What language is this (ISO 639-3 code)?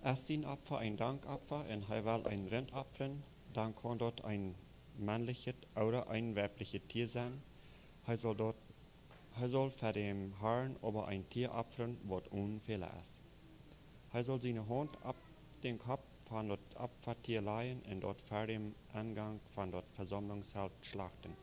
pdt